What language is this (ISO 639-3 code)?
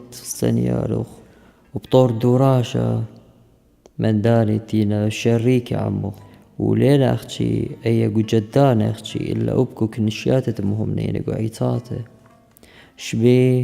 aii